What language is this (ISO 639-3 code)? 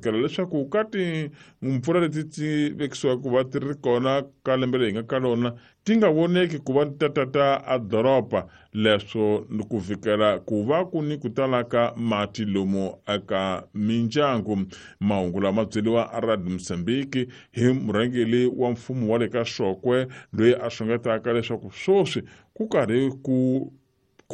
tso